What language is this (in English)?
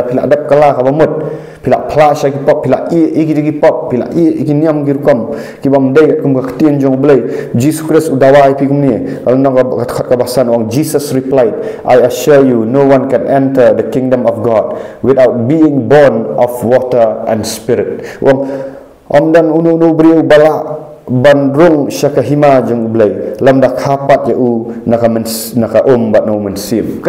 Khasi